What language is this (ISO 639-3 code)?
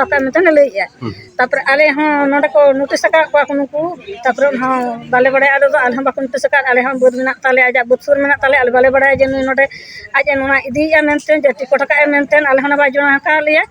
sat